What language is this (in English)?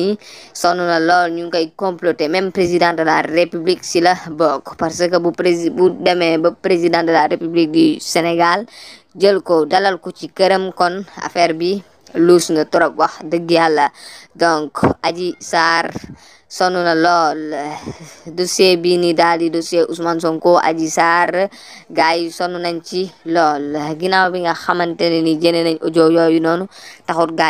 Wolof